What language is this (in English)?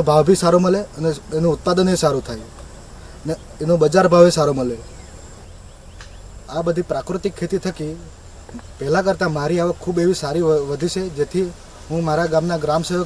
Gujarati